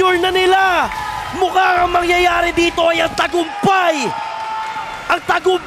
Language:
Filipino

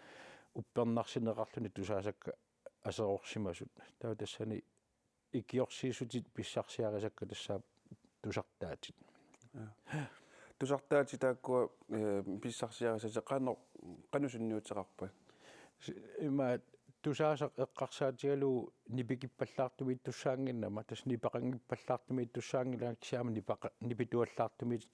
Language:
Kalaallisut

